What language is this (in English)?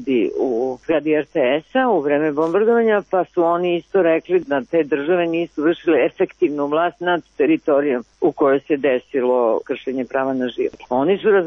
Serbian